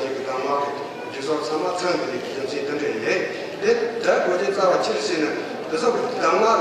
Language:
Tibetan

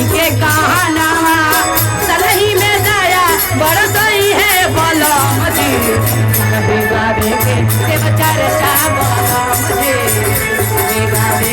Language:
Magahi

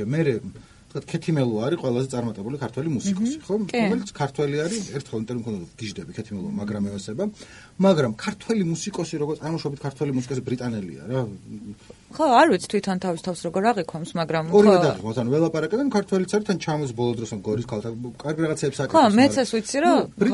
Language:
Georgian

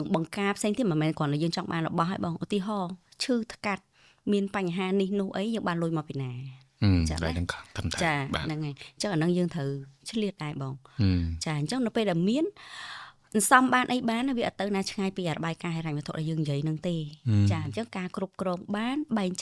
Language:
Khmer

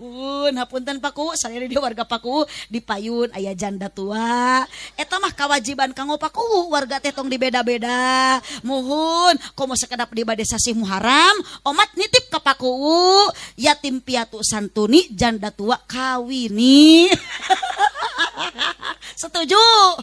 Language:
Sundanese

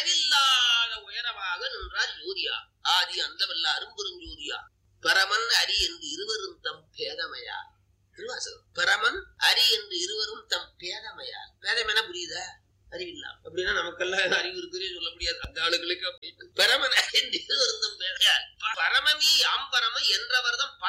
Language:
Tamil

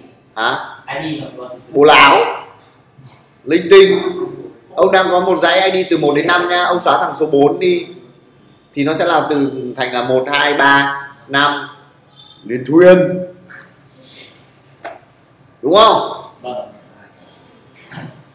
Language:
Vietnamese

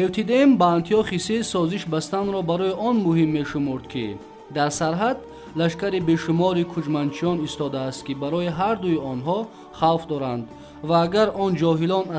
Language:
Tajik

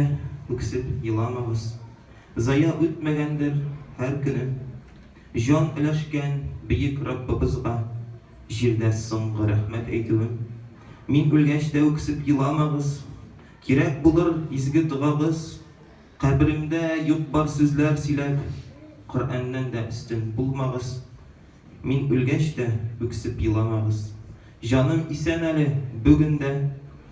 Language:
Tatar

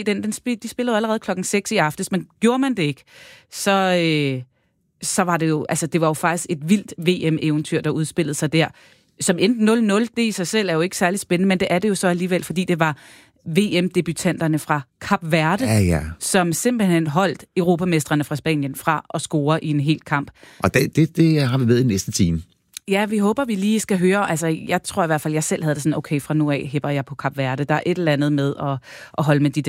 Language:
Danish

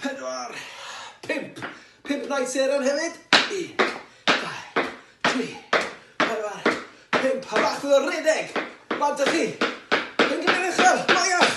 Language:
Welsh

